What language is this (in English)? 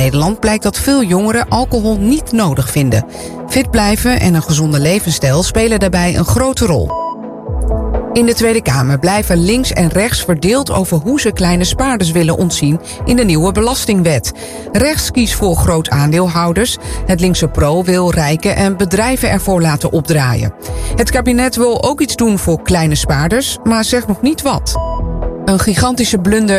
Dutch